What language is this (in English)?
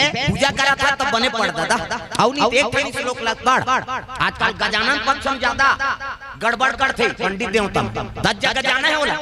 Chhattisgarhi